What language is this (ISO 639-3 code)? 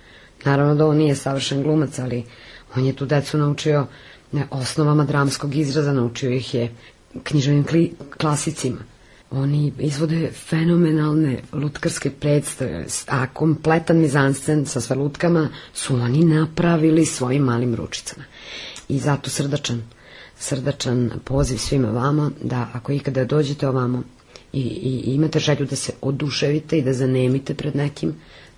srp